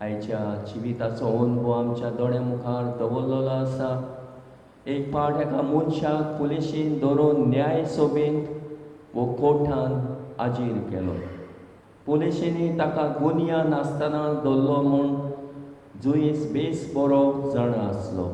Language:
Konkani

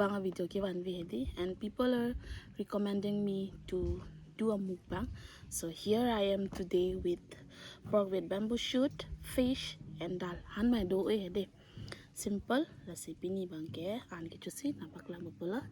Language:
Karbi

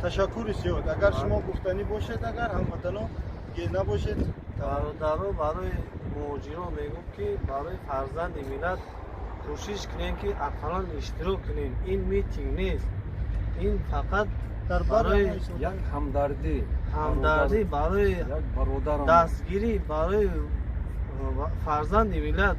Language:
Tajik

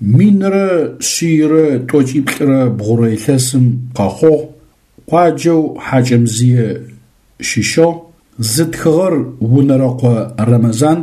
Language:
Adyghe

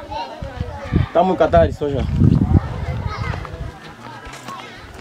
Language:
Vietnamese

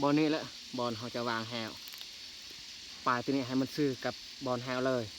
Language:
Lao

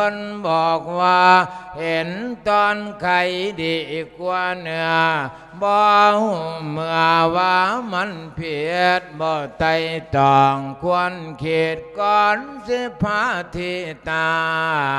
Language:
Lao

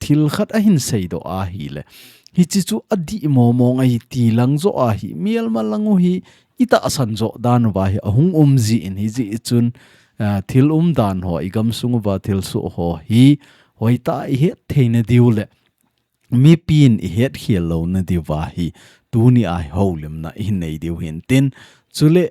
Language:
Thado Chin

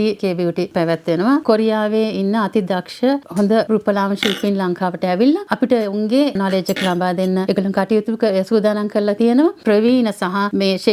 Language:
Sinhala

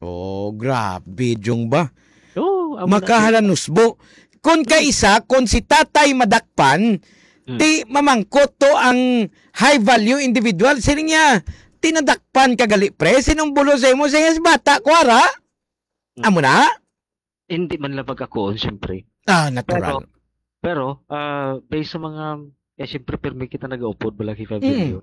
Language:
Hiligaynon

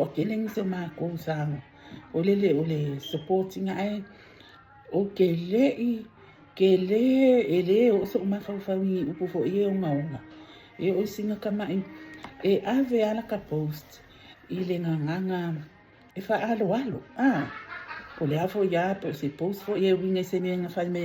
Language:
Samoan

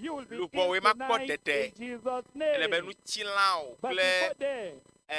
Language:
Ewe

